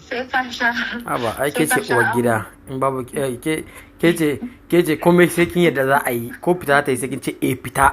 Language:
Hausa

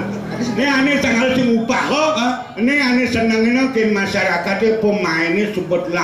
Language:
Balinese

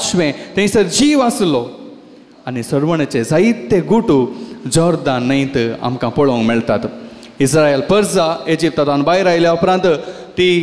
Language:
Konkani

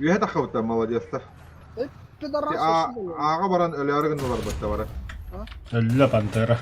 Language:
Yakut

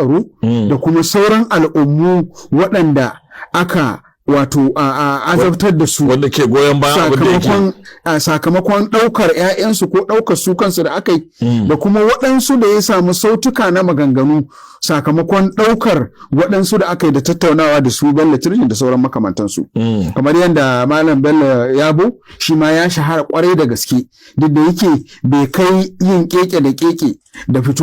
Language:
Hausa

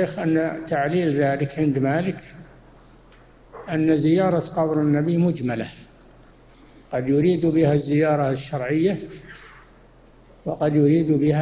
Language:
Arabic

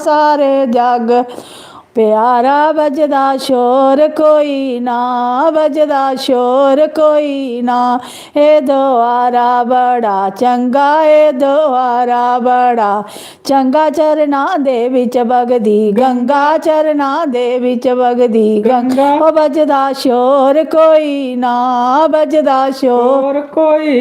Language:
Dogri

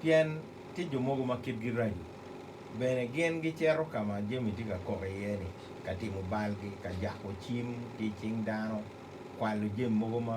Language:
Acoli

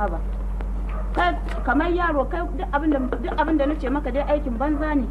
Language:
Hausa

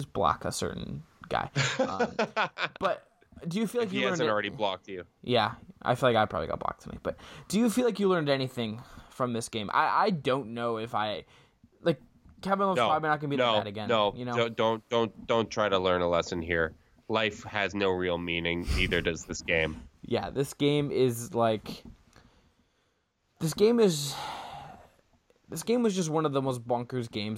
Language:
English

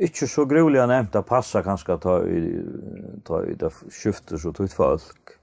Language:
Faroese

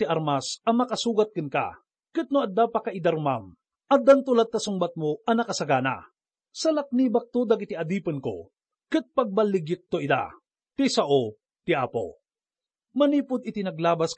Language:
Iloko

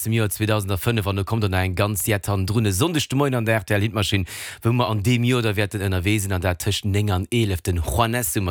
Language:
Luxembourgish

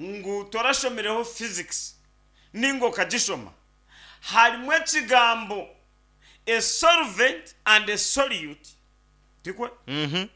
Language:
Nyankole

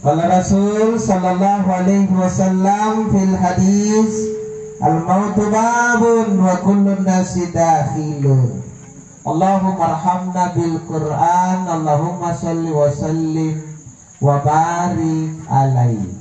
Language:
Makasar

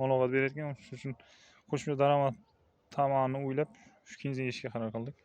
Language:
Uzbek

